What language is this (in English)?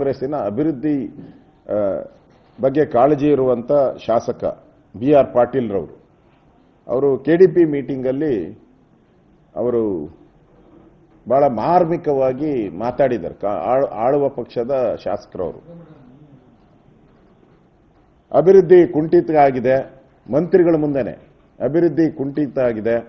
Kannada